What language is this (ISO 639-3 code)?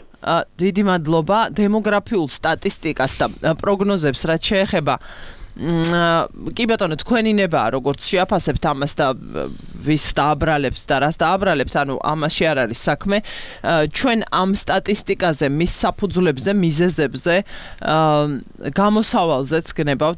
kat